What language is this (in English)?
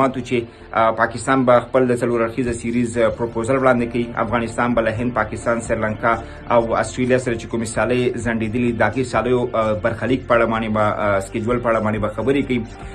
Pashto